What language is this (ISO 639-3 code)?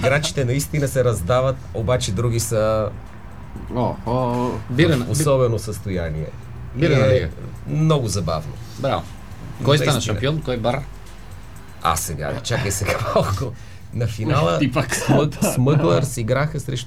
bul